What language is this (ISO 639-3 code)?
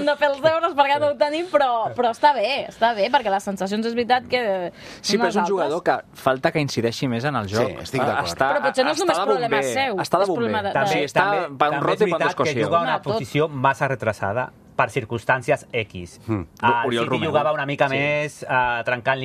cat